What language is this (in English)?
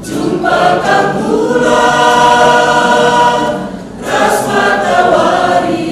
Batak Karo